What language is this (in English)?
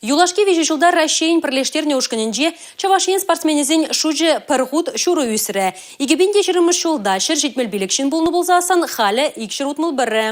Chuvash